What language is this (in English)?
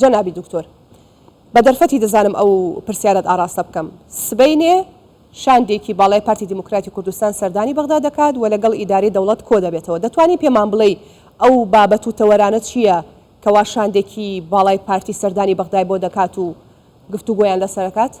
Central Kurdish